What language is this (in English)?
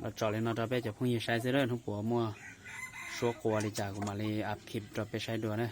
Hmong